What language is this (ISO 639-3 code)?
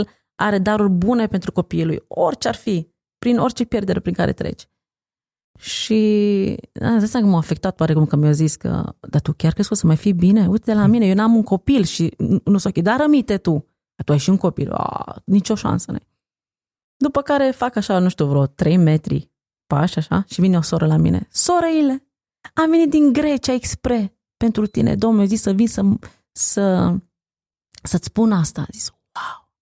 ron